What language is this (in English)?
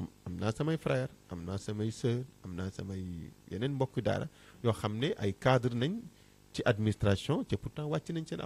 Wolof